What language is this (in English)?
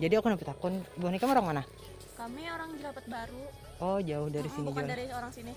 Banjar